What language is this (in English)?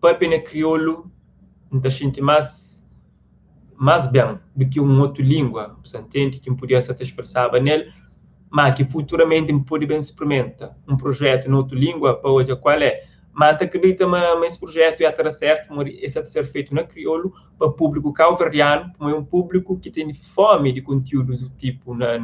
Kabuverdianu